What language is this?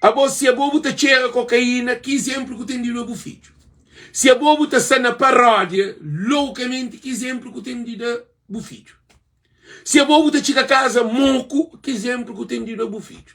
Kabuverdianu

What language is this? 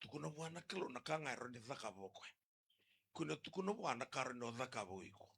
Fijian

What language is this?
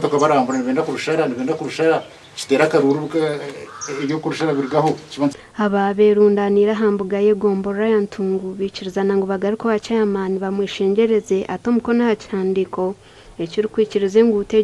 Nyankole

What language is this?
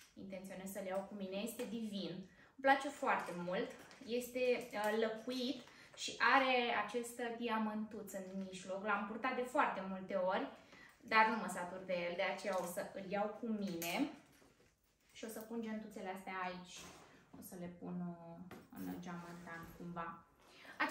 Romanian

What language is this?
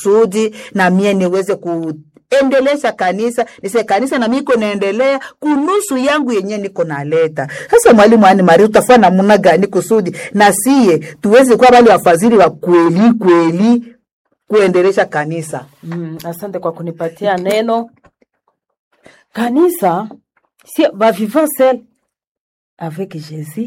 Swahili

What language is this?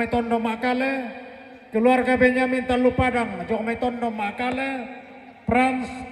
Toraja-Sa'dan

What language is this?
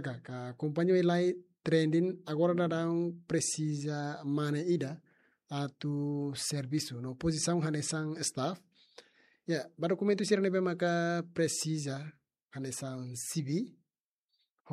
Tetum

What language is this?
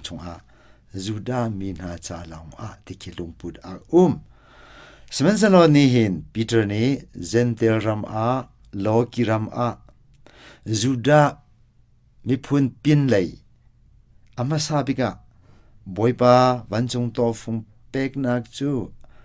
Hakha Chin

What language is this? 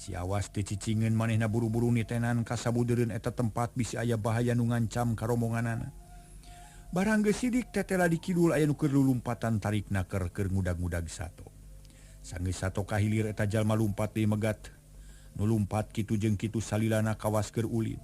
Sundanese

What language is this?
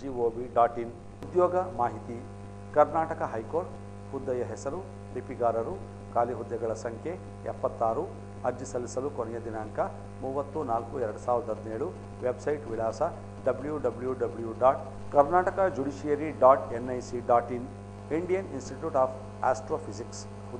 Kannada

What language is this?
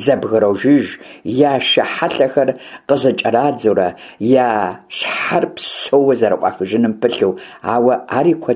Kabardian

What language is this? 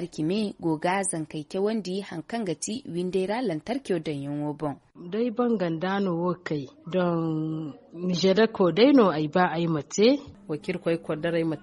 Zarma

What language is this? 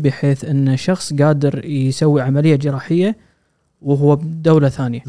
Gulf Arabic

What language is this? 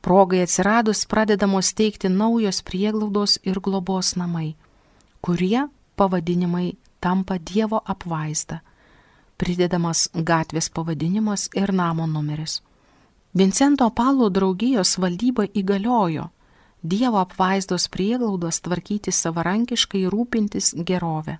Lithuanian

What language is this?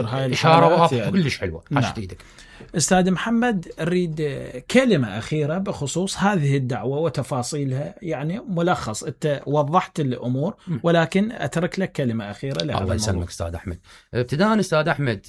Mesopotamian Arabic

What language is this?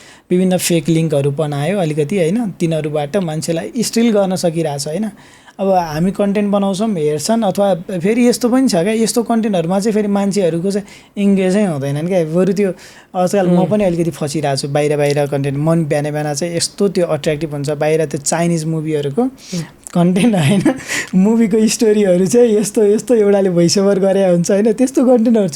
Nepali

